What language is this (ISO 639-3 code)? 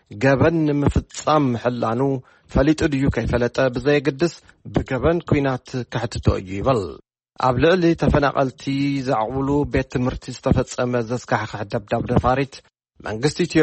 tir